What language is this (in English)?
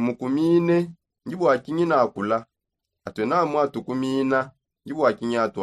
Songe